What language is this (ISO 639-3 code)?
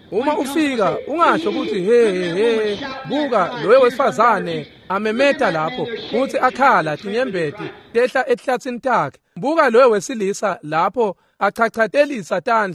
ssw